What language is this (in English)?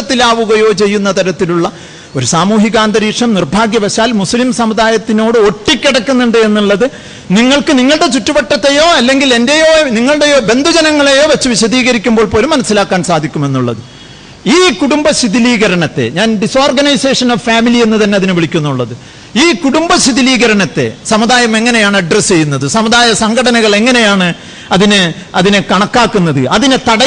Malayalam